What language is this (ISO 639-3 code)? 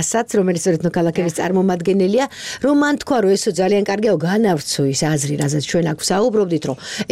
kat